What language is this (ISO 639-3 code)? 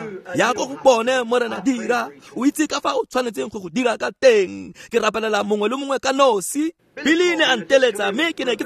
tsn